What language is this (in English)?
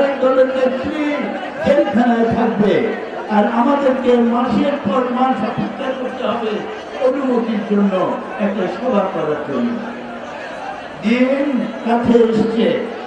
Bangla